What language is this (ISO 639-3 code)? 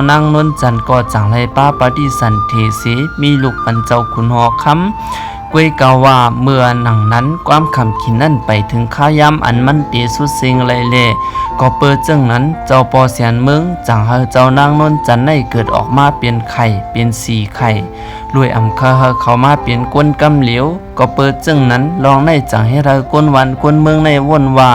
shn